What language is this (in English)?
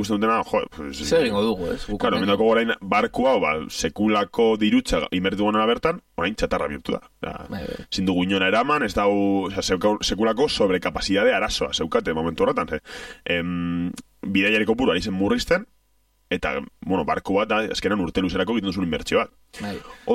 Basque